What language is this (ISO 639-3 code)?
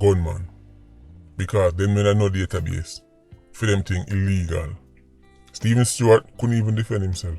jam